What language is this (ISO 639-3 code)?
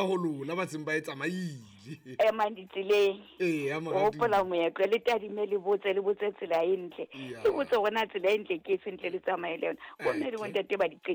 sot